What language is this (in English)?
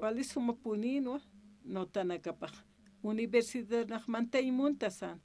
Aymara